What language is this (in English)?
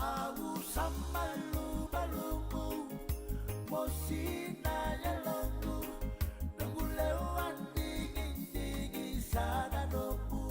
Fijian